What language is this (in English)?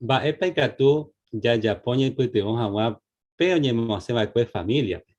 Guarani